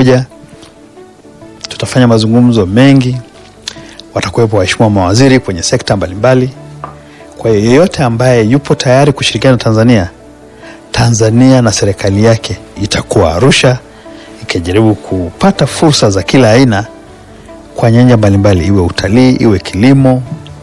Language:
Swahili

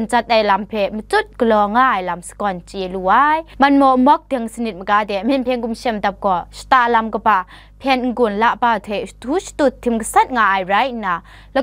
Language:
Kachin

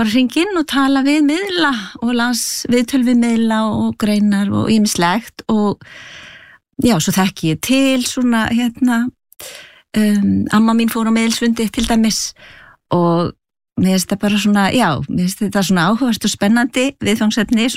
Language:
Icelandic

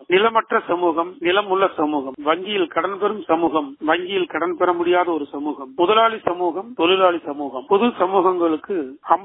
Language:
Tamil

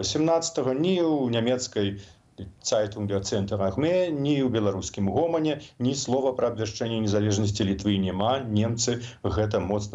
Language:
Belarusian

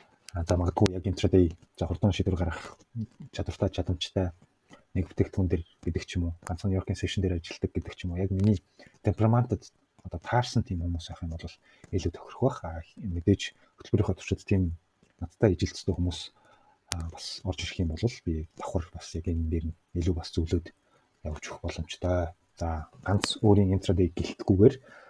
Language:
Mongolian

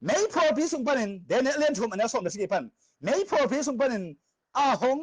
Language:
Tedim Chin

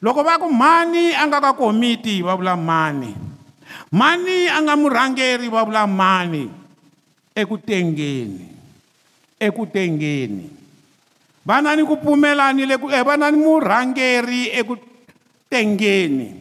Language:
Tsonga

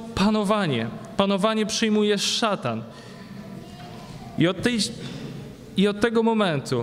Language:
Polish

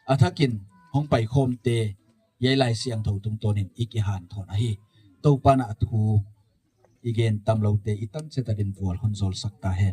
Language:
Gangte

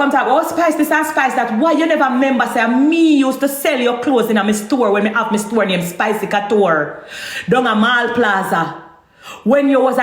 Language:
Jamaican Creole English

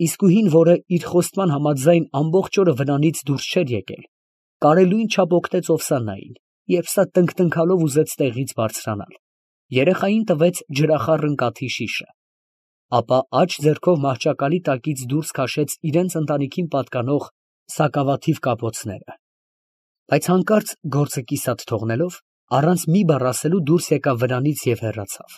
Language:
Armenian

